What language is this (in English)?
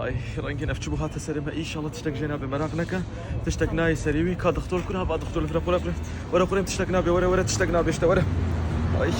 Kurdish